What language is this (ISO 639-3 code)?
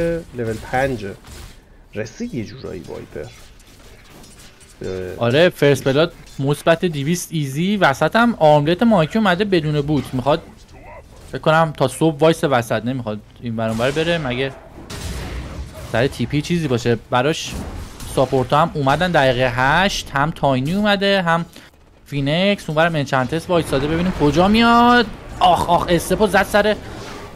fas